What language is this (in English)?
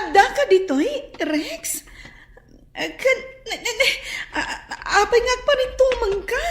Iloko